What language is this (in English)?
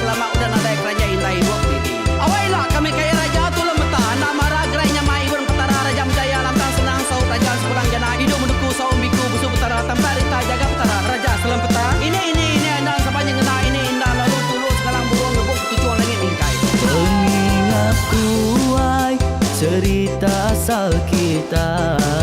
Iban